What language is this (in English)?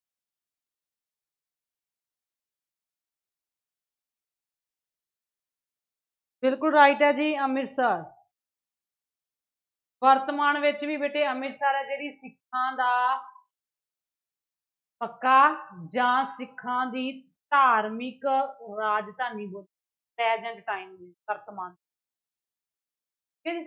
Punjabi